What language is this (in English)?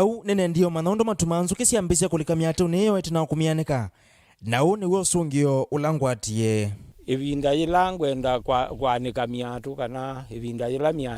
Kamba